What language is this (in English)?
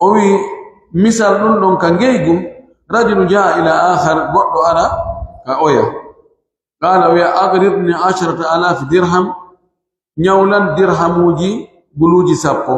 Pular